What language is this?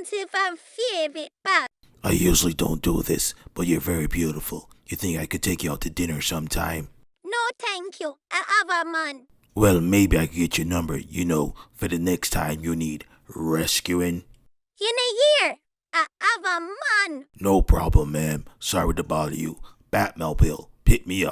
Jamaican Creole English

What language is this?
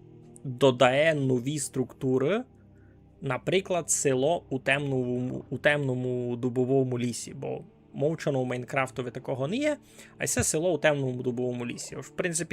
Rusyn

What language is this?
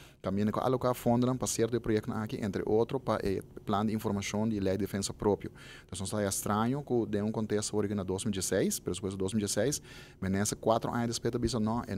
Papiamento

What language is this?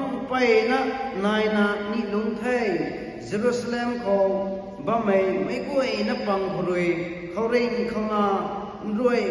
Rongmei Naga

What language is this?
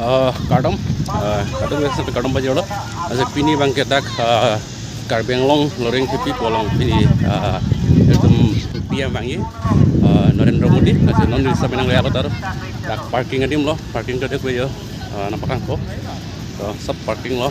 Karbi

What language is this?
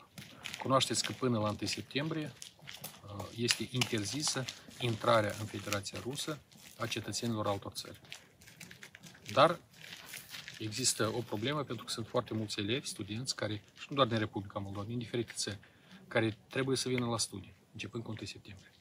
Romanian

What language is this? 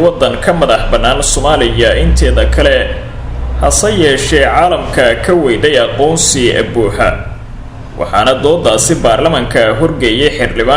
Somali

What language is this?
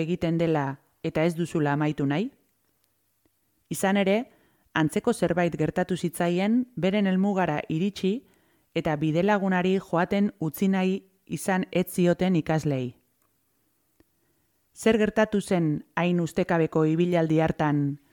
Basque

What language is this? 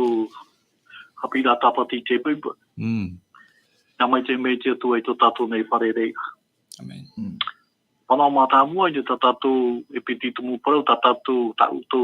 Tahitian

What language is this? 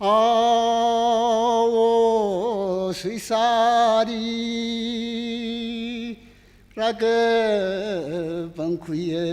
Tangkhul Naga (India)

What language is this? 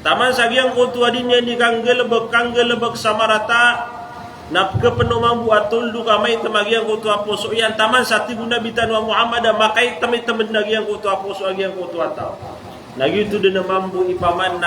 Maranao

